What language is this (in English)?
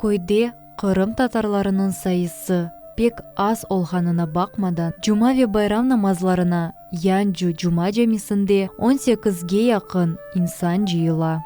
Crimean Tatar